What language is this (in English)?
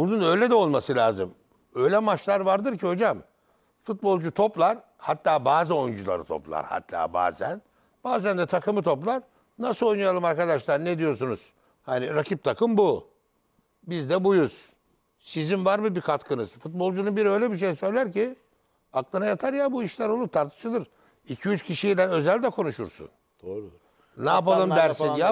Turkish